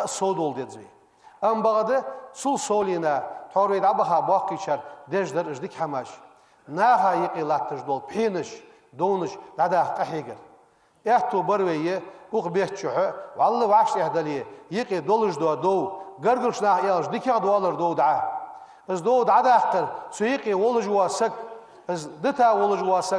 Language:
Ingush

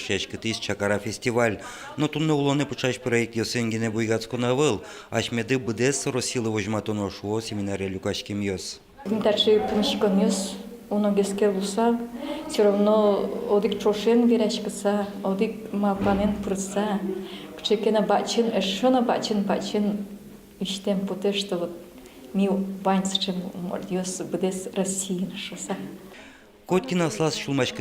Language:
Udmurt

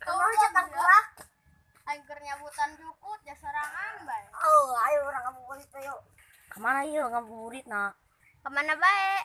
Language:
Sundanese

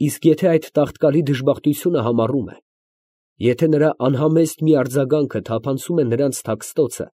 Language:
Armenian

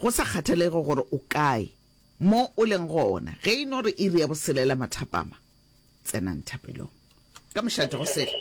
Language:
Northern Sotho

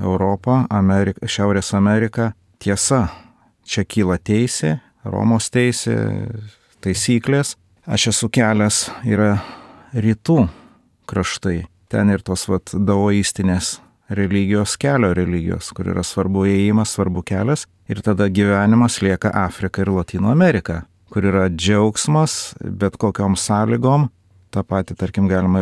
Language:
Lithuanian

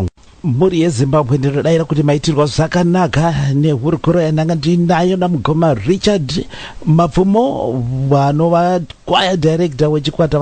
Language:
Shona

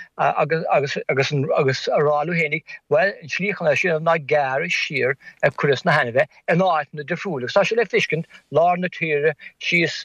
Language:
Irish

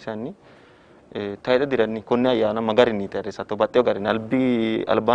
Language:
Sidamo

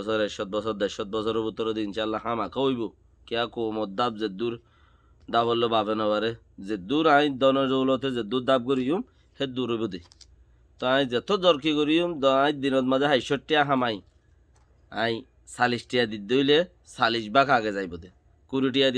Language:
Rohingya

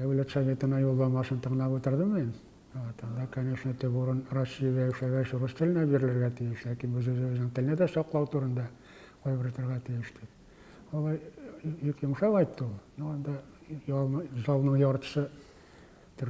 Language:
Tatar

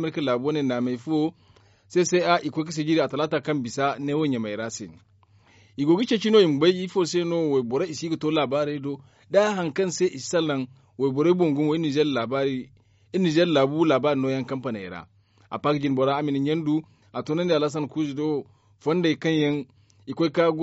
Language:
Zarma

